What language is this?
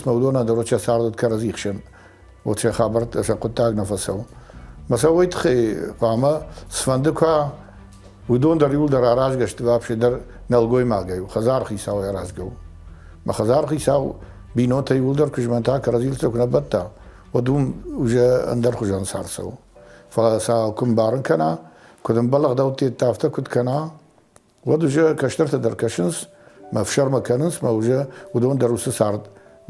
Ossetic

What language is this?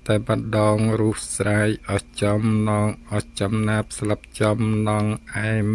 Khmer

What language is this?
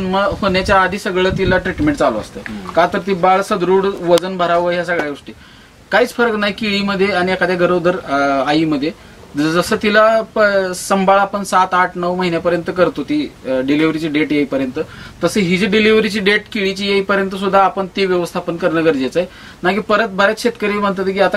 Marathi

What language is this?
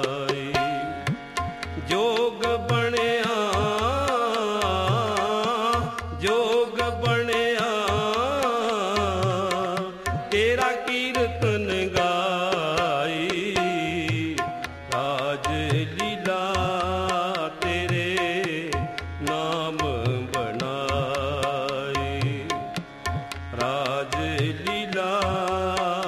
Punjabi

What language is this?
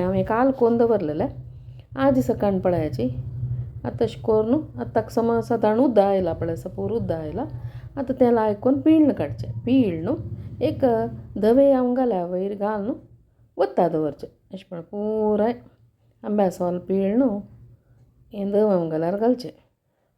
Konkani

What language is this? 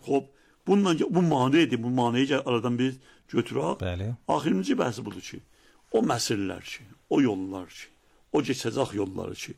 Azerbaijani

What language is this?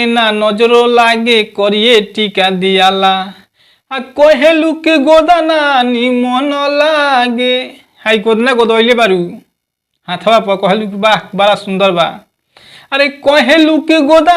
Bhojpuri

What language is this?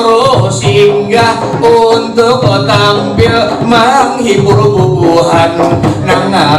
Banjar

